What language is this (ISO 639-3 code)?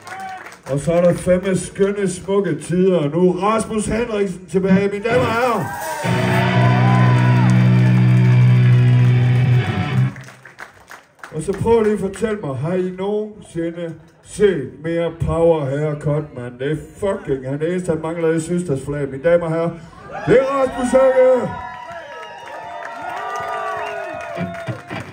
dan